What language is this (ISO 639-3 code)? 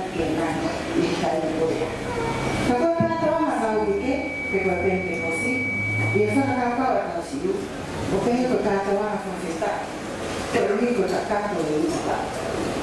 ton